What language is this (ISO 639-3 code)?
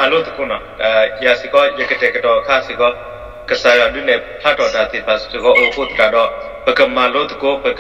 ksw